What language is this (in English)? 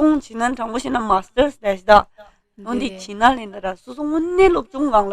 Tibetan